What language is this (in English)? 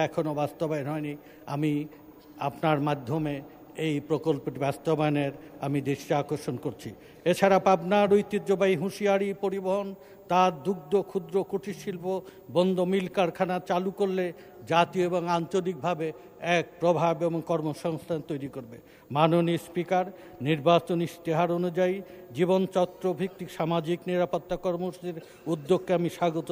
Bangla